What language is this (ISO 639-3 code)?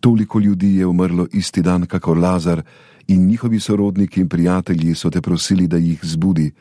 slv